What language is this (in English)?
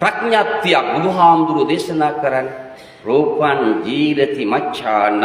Sinhala